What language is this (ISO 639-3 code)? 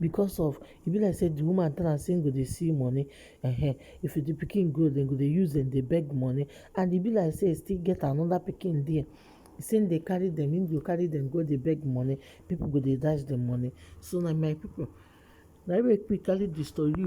pcm